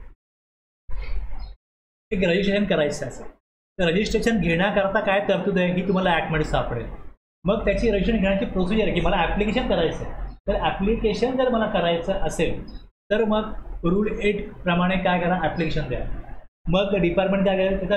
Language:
Marathi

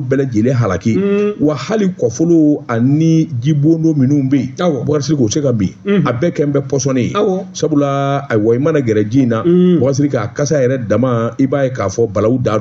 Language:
Bambara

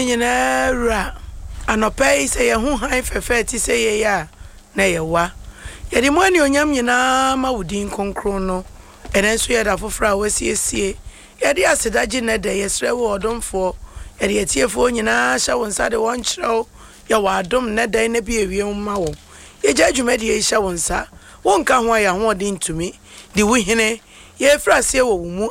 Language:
Akan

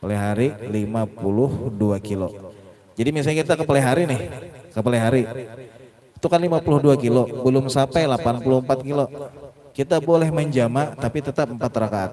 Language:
Banjar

